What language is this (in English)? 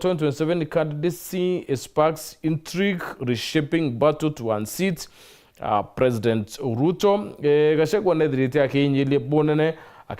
Meru